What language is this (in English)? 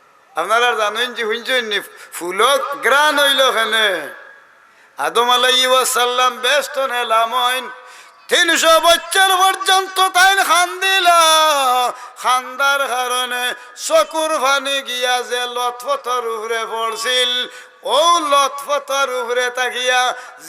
Sylheti